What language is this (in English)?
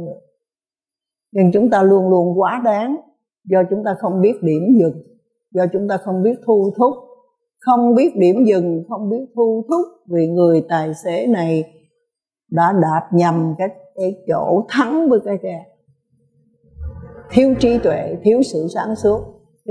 Vietnamese